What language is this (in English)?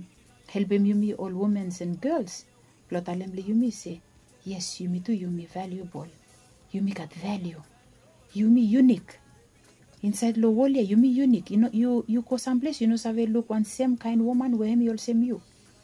Bislama